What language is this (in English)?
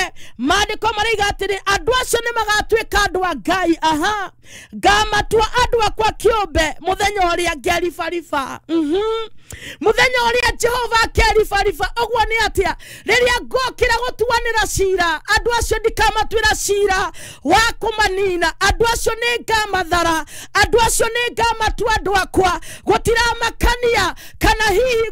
Kikuyu